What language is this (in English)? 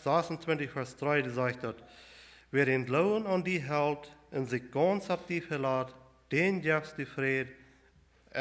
Plautdietsch